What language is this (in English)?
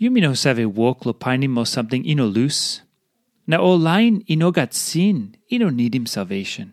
Tok Pisin